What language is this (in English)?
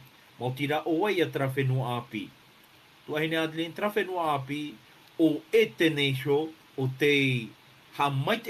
Tahitian